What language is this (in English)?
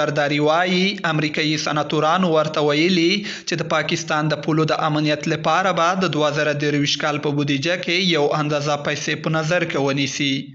Pashto